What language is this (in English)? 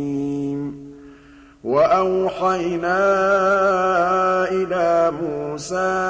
Arabic